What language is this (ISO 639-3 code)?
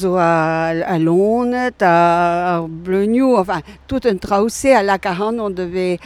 bre